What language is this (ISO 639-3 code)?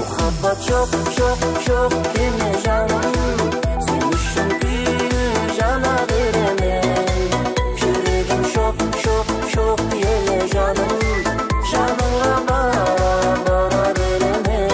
kaa